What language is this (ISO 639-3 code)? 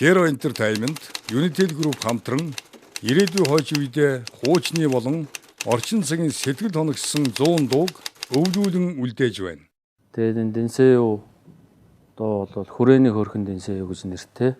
mon